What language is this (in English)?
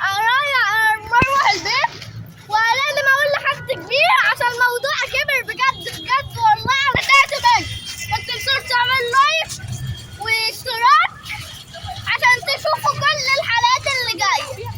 Egyptian Arabic